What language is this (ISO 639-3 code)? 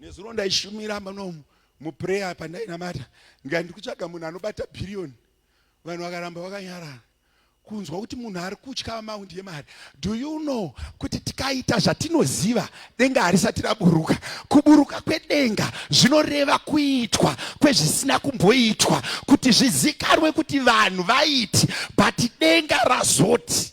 sna